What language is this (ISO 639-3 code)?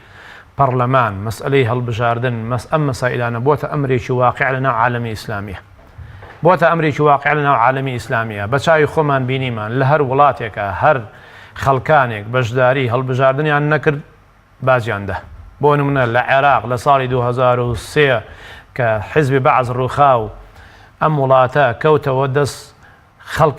ckb